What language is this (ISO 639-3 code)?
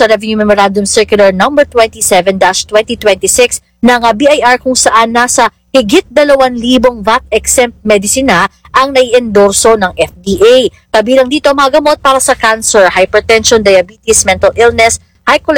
fil